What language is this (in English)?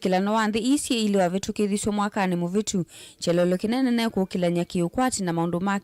Kamba